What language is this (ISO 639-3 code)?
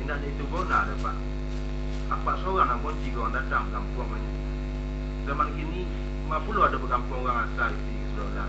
min